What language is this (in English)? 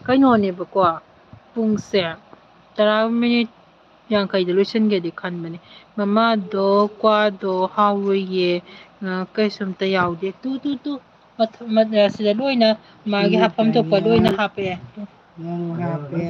Manipuri